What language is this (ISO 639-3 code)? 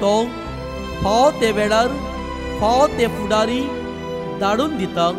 kok